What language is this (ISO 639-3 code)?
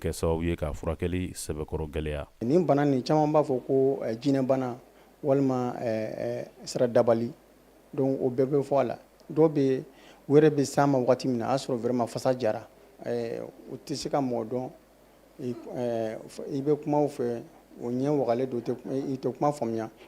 bam